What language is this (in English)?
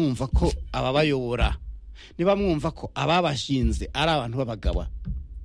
Kinyarwanda